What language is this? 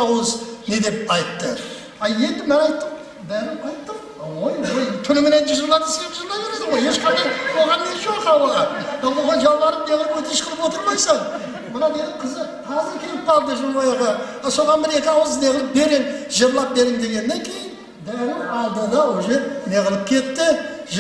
Kara-Kalpak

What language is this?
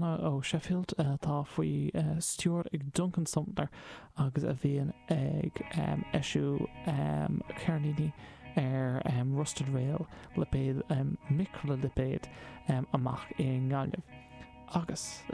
Irish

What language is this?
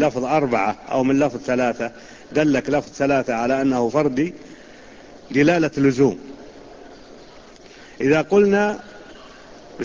Arabic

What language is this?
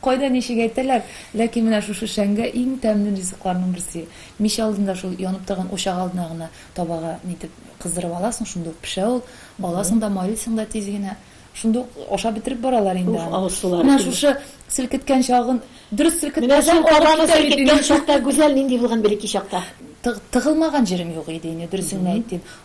Tatar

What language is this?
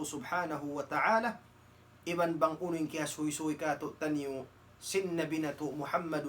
Tausug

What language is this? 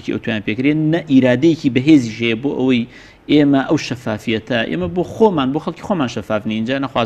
Central Kurdish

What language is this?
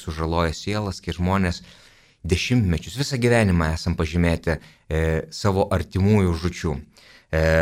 Lithuanian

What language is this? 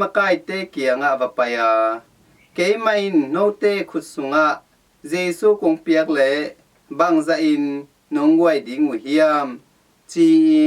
Tedim Chin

